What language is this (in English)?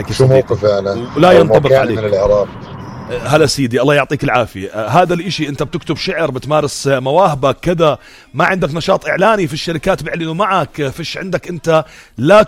North Levantine Arabic